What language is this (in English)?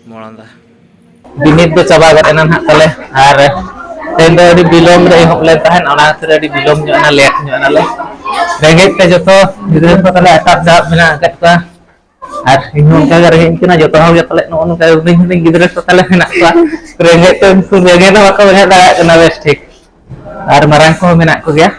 Santali